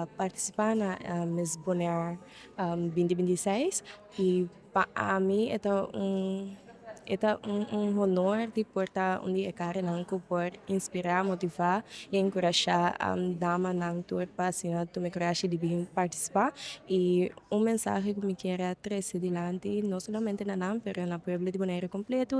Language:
Papiamento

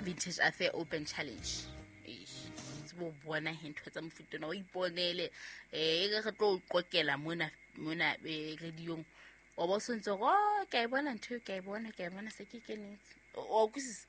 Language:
Southern Sotho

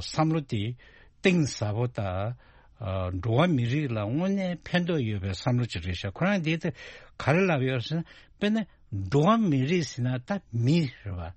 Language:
Tibetan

